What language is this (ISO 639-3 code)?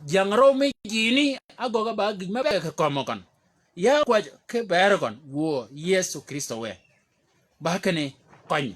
shk